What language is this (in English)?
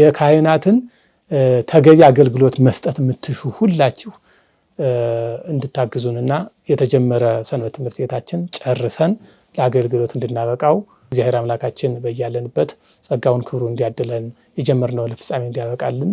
Amharic